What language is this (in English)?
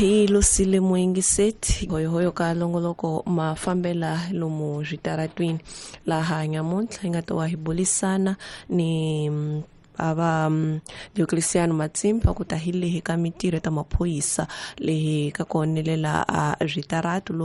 Tsonga